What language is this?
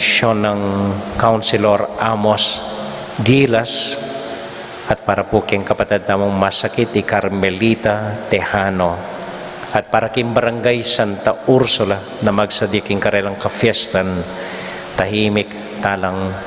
Pampanga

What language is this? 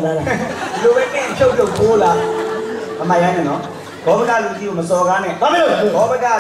Burmese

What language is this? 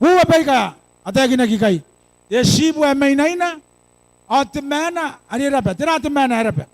Gilbertese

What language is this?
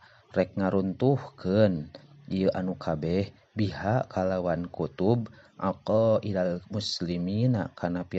Sundanese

